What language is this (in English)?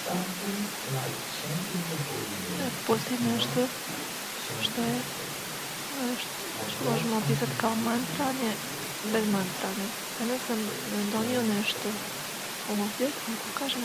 Croatian